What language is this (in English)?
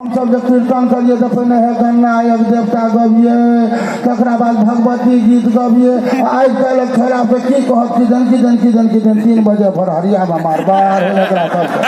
Maithili